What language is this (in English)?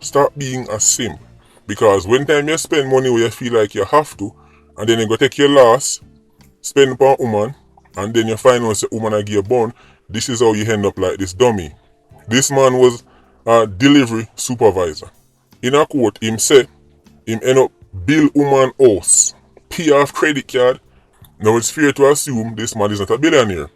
Jamaican Creole English